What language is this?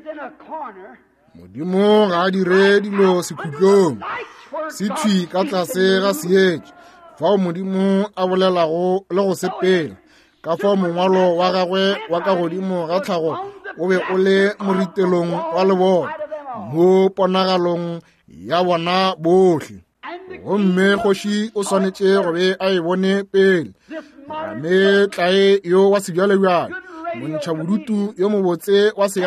Northern Sotho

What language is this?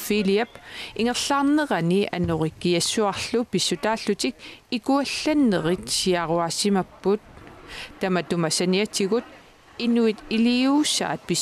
Kalaallisut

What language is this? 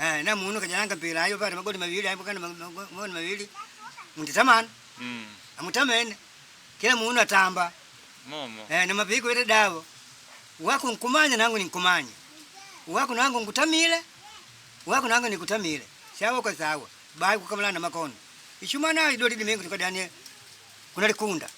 Makonde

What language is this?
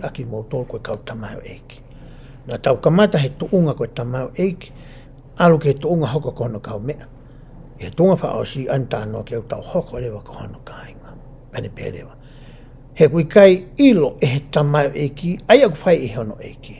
Tongan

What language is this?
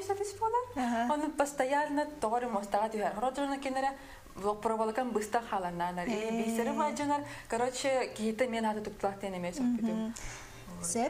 Yakut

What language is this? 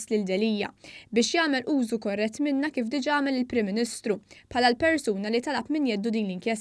Maltese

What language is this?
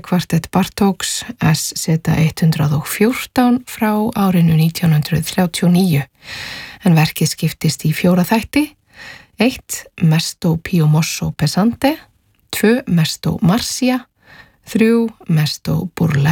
Icelandic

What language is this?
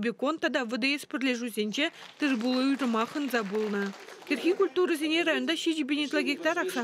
Chuvash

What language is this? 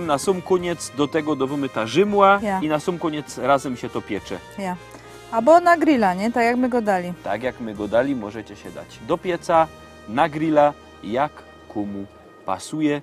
Silesian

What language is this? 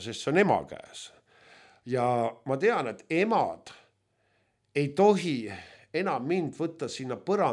Estonian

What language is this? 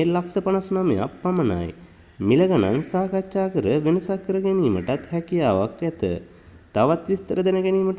Sinhala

